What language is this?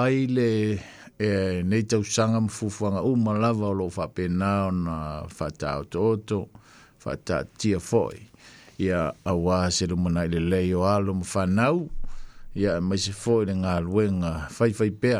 Samoan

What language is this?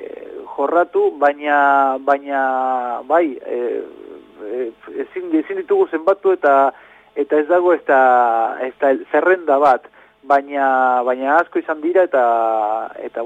Basque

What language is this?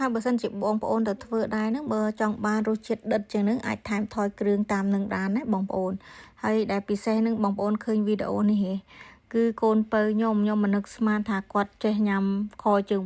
Khmer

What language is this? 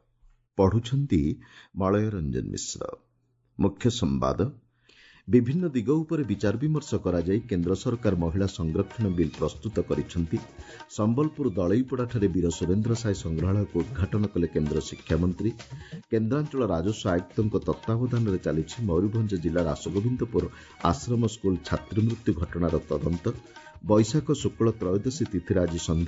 Odia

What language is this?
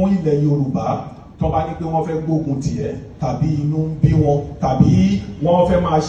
Yoruba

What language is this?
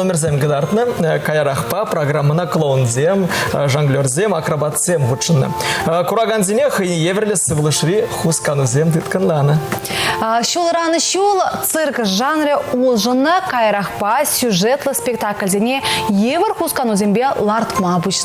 Chuvash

